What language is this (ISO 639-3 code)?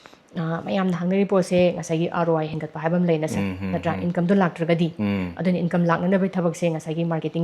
mni